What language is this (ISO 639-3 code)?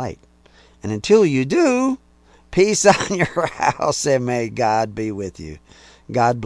eng